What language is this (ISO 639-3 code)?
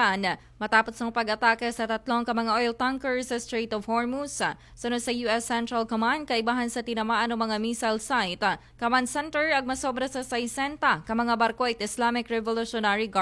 akl